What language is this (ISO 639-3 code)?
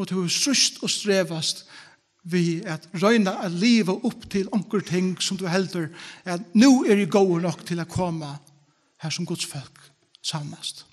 fao